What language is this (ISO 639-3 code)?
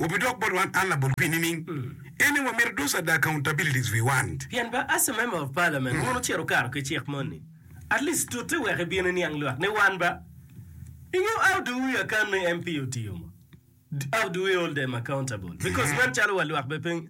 ach